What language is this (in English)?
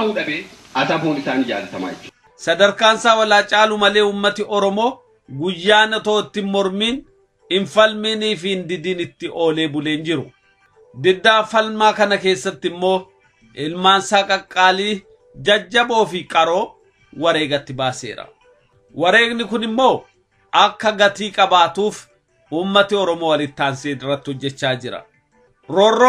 Oromo